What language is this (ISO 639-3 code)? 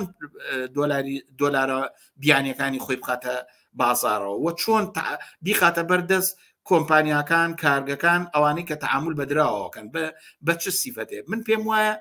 ckb